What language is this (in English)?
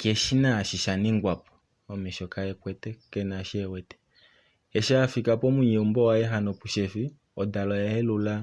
Kuanyama